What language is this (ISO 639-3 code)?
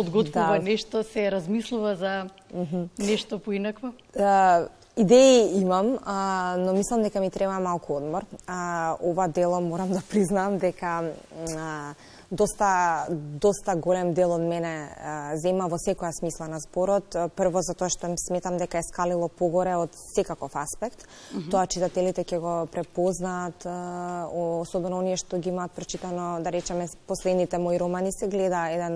mkd